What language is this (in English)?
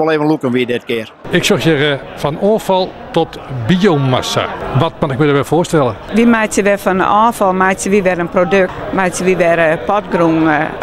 Western Frisian